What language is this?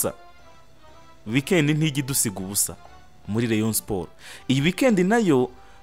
Kinyarwanda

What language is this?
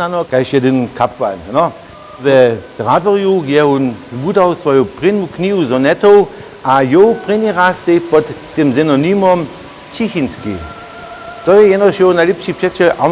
Upper Sorbian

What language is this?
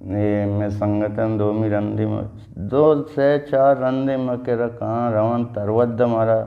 Eastern Balochi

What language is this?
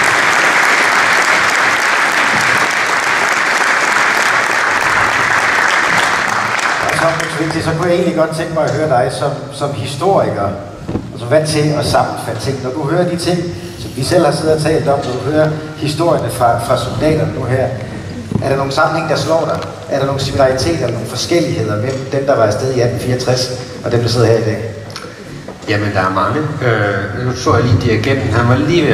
Danish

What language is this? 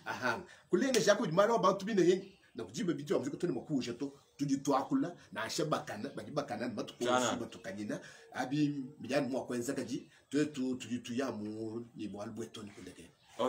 Luba-Lulua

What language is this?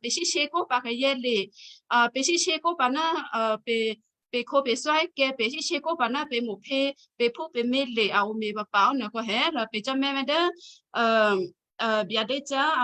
Western Kayah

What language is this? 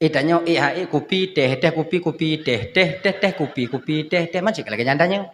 Achinese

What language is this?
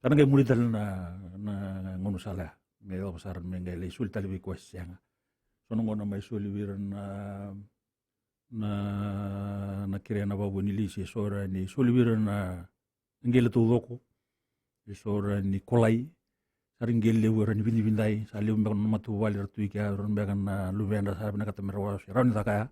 Fijian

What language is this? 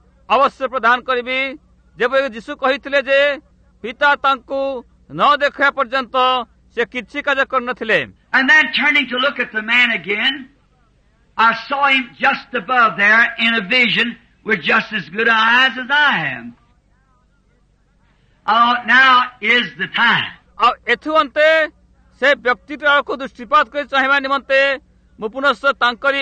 Odia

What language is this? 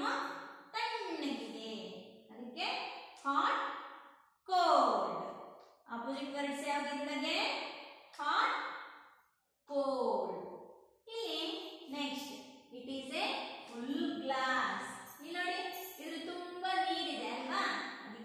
Kannada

